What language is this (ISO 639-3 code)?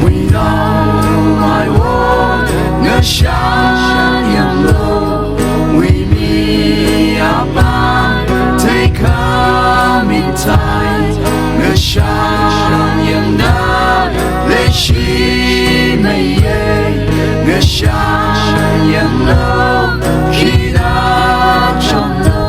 nmf